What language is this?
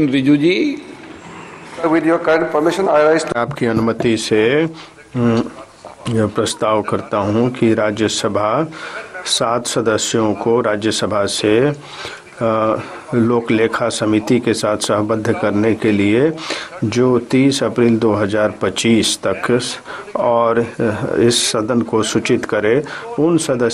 Hindi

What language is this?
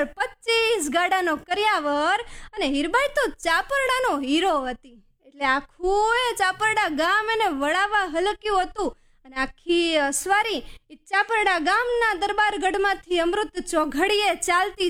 Gujarati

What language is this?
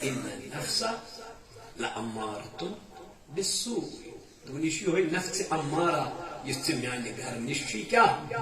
Kashmiri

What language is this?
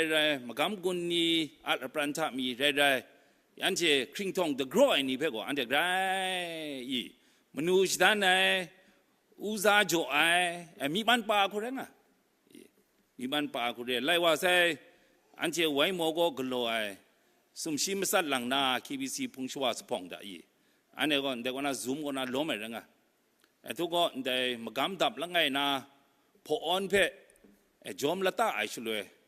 Kachin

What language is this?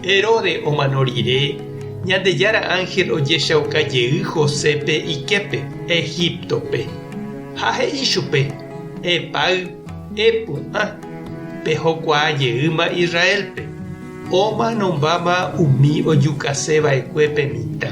Guarani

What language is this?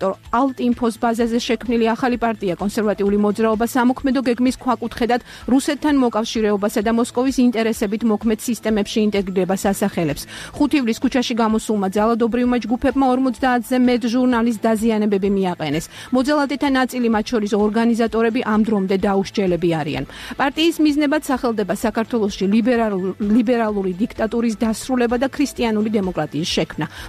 Georgian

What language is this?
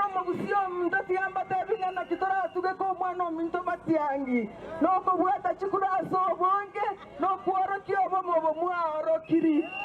Gusii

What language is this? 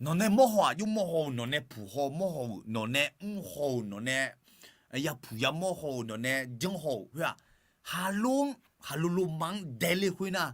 Akha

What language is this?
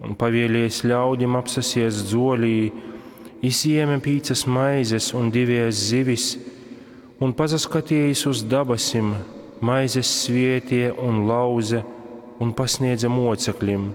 Latgalian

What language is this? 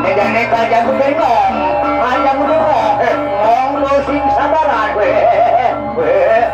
Balinese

